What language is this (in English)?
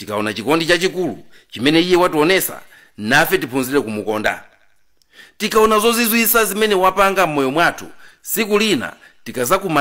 Nyanja